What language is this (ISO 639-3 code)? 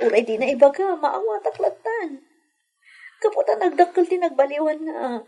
ilo